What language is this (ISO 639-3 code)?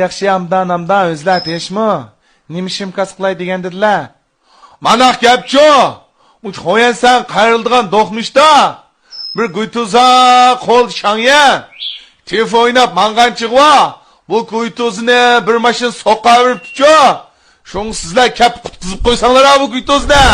uig